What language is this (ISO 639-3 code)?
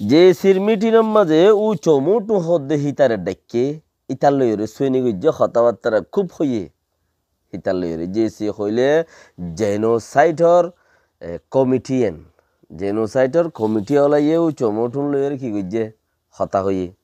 rhg